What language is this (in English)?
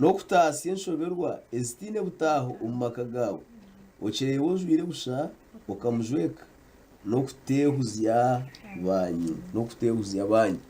Nyankole